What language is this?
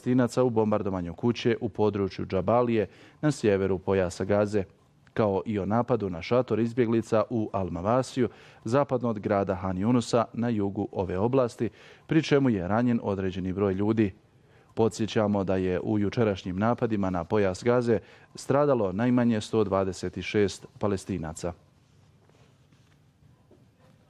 Bosnian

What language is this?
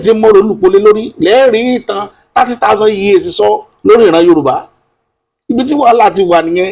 Yoruba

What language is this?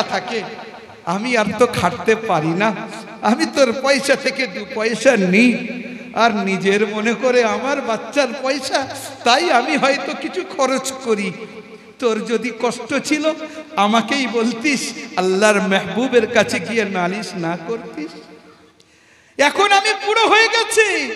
Bangla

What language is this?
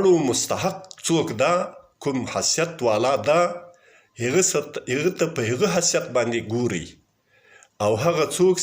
Pashto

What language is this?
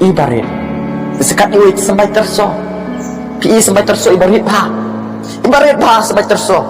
Khasi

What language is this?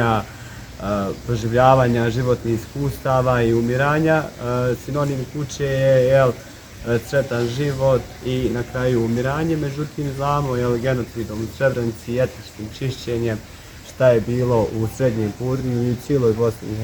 Bosnian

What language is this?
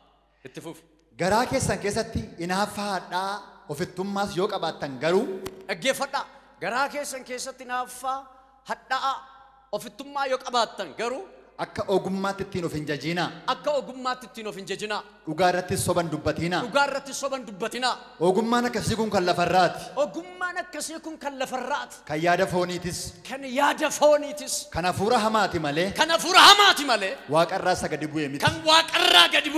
Oromo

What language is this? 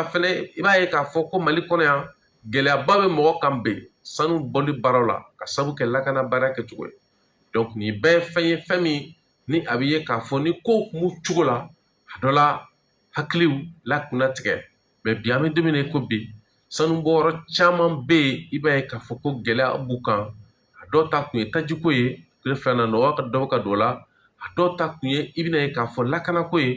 Bambara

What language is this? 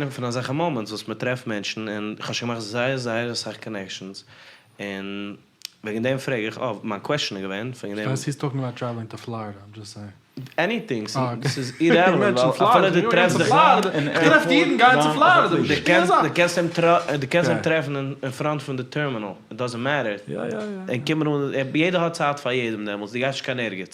Yiddish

